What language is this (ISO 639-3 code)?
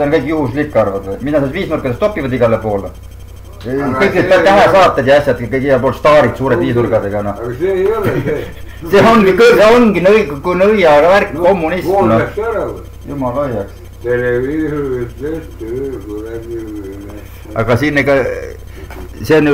est